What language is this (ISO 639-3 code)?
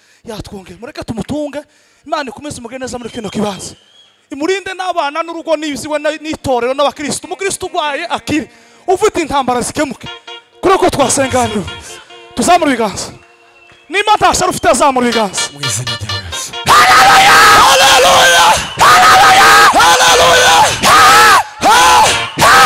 kin